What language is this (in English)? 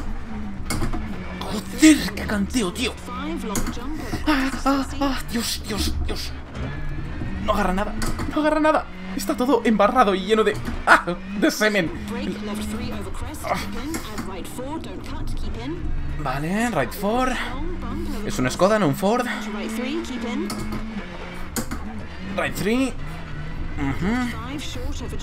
Spanish